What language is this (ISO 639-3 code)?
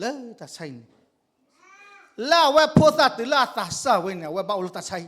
ksw